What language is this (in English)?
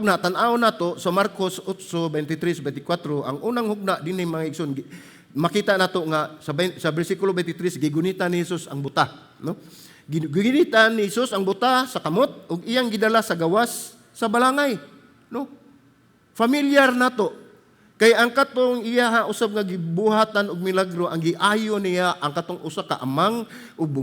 Cebuano